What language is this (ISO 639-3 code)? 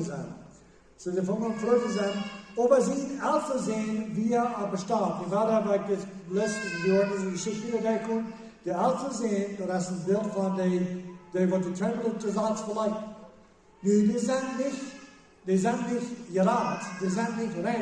pdt